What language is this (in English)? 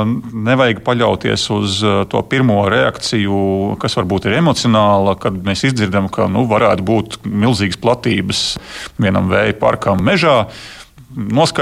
Latvian